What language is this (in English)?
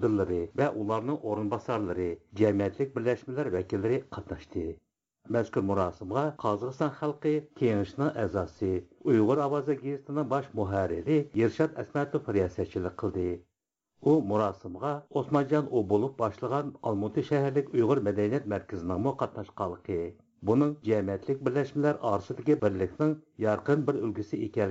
Uyghur